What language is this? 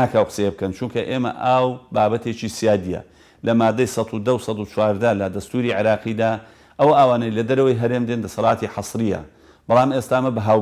Central Kurdish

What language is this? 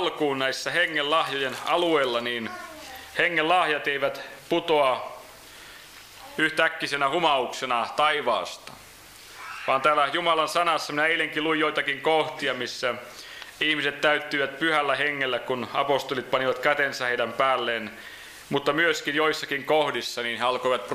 Finnish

